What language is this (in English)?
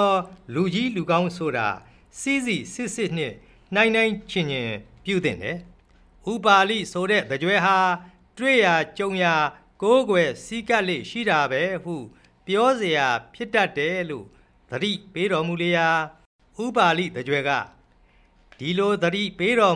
Burmese